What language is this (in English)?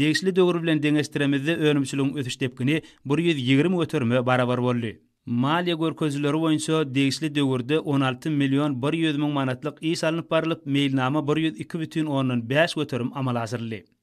Turkmen